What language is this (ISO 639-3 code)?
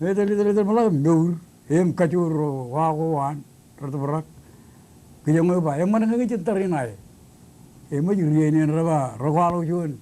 mah